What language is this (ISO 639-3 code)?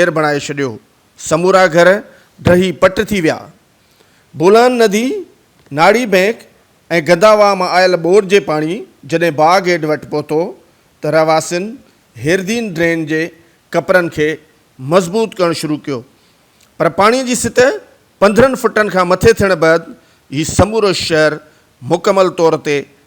snd